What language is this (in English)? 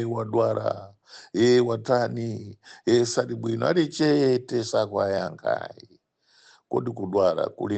Nyanja